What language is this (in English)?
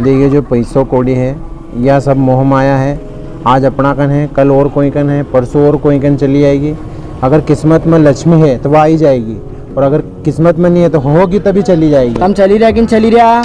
Rajasthani